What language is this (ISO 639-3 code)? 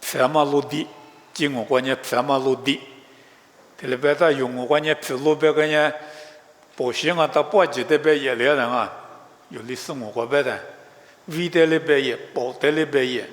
lis